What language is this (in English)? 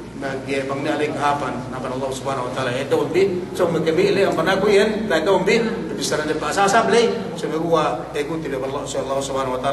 Yakan